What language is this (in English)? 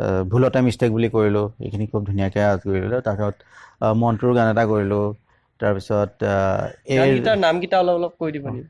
Assamese